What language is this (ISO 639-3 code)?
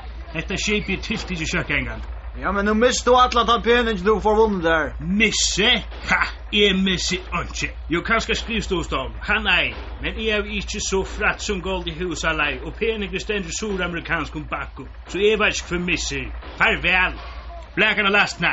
fao